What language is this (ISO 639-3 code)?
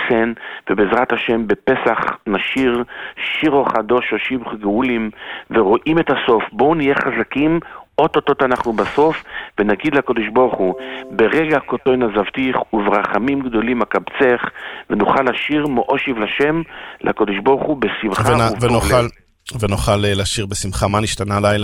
heb